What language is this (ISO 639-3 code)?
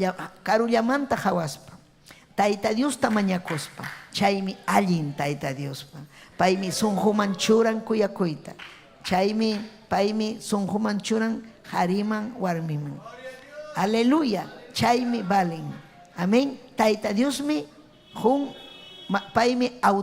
quy